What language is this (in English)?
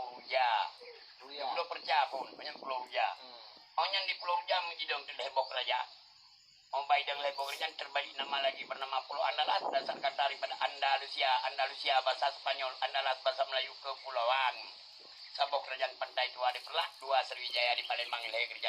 Achinese